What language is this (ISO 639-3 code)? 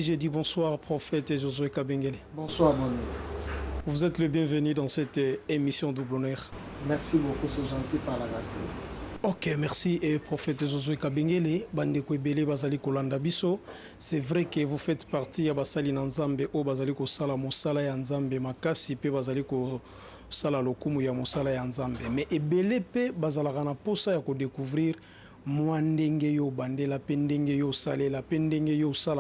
lin